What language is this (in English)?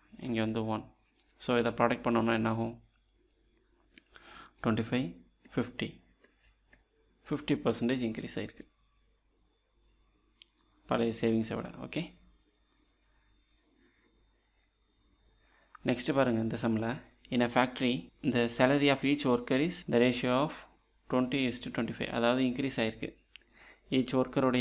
Tamil